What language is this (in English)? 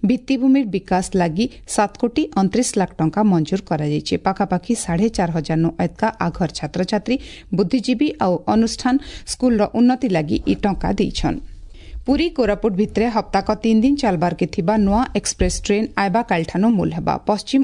Odia